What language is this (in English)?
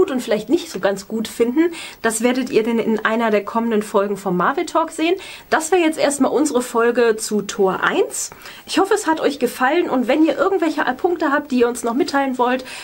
German